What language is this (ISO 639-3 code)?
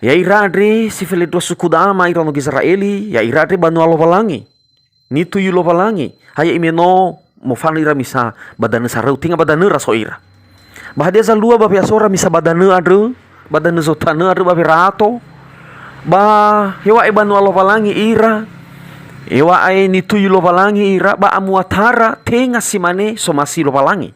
nia